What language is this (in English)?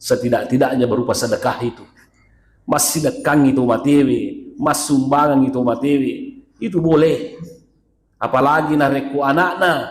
Buginese